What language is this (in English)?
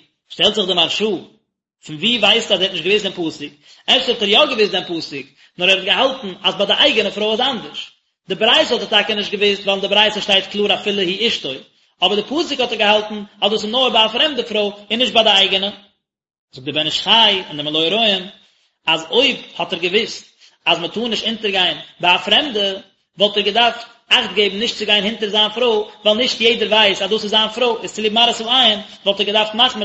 Yiddish